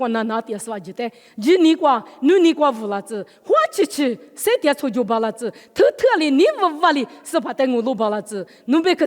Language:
Lisu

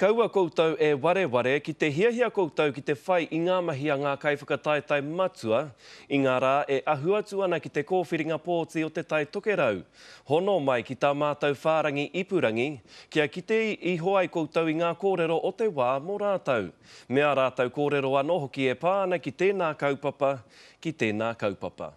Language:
Māori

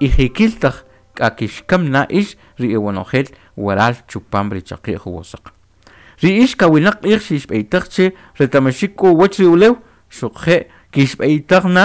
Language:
Kʼicheʼ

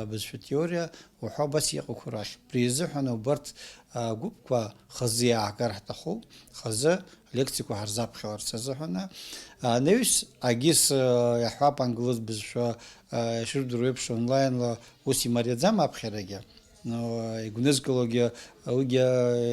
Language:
Abkhazian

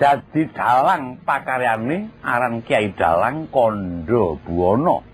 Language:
Javanese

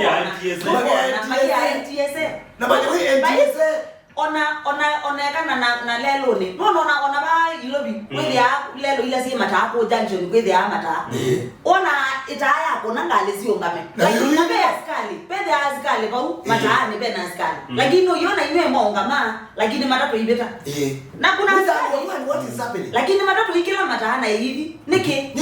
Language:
Kamba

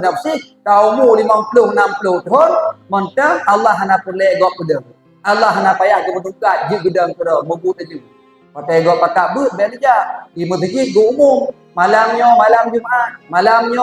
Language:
Achinese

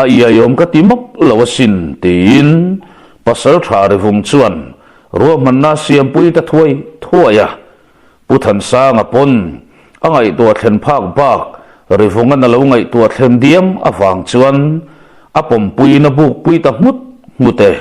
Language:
Mizo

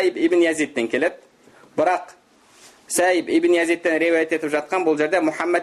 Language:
Kazakh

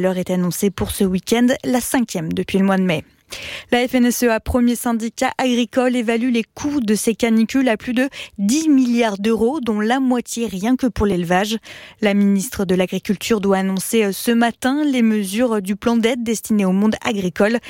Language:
French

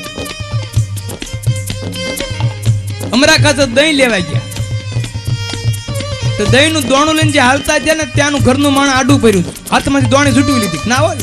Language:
Gujarati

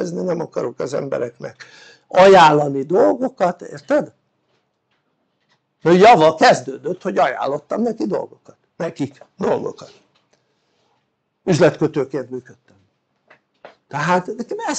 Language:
Hungarian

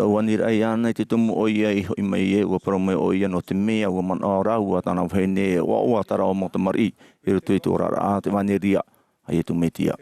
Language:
Tahitian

